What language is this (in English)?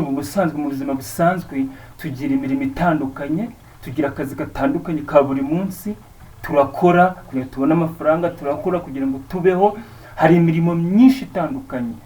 Kinyarwanda